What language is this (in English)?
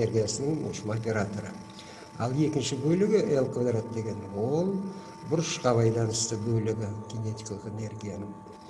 Kazakh